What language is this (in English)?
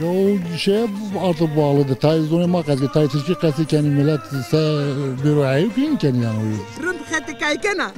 Zaza